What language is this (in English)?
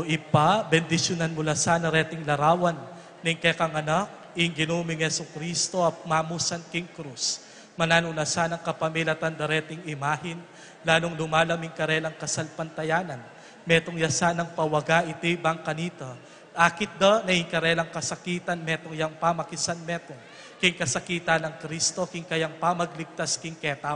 Pampanga